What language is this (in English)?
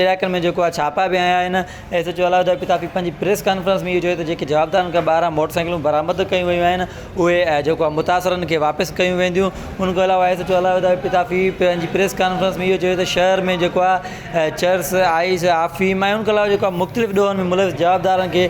Sindhi